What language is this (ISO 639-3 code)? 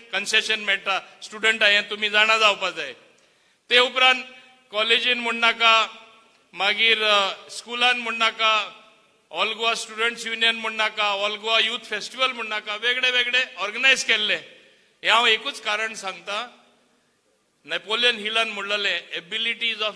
kok